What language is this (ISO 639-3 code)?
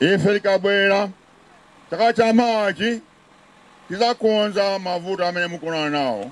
nya